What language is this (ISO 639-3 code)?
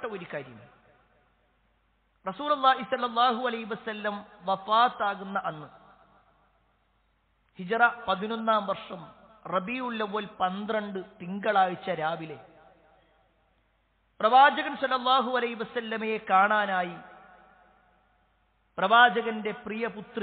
mal